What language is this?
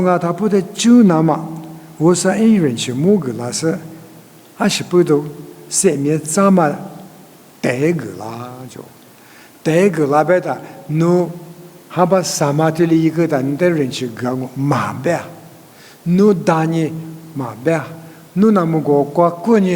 Lisu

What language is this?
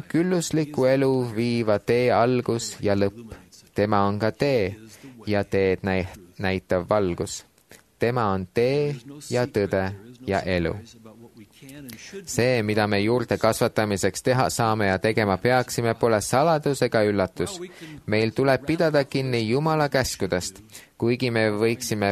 Estonian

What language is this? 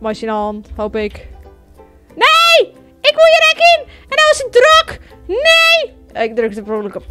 Western Frisian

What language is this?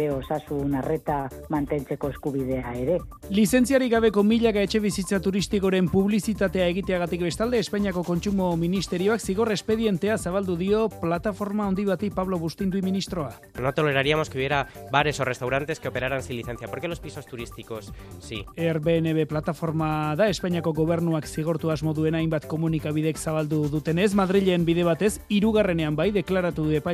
Basque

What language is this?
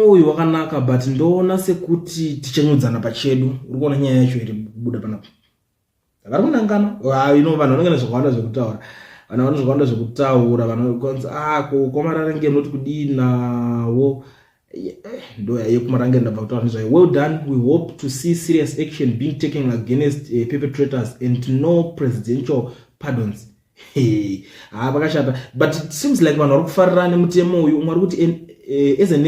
Shona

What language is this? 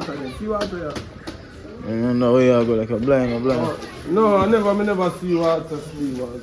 Jamaican Creole English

